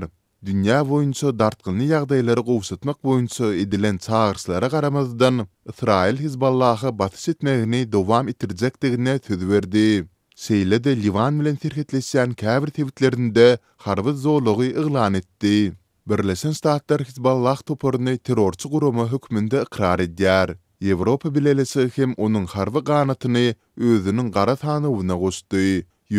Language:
Turkmen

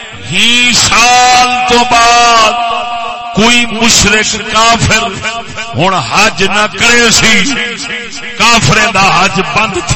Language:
Saraiki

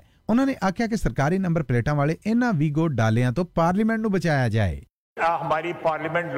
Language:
Punjabi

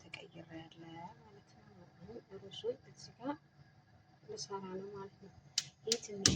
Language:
Amharic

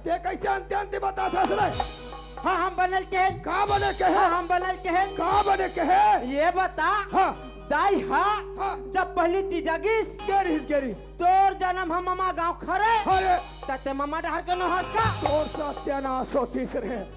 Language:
Chhattisgarhi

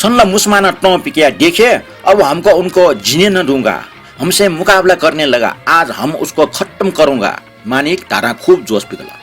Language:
Newari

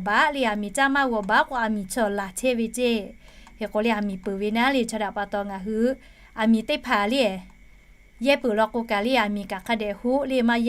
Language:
Lahu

